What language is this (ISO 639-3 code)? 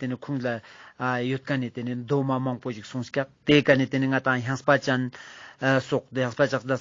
lbj